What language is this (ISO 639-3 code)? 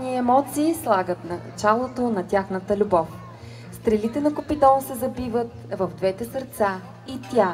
bul